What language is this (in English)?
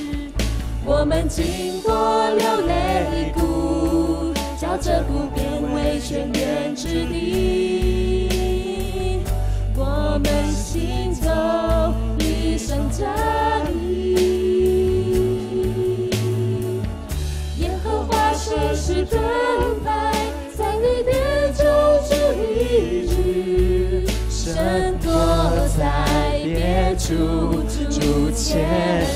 Chinese